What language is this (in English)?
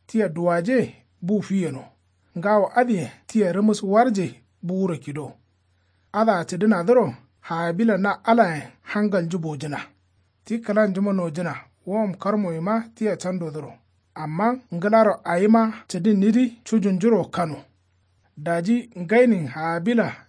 Kanuri